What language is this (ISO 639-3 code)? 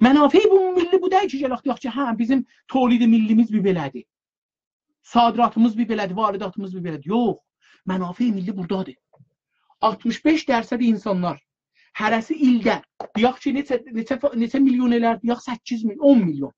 azb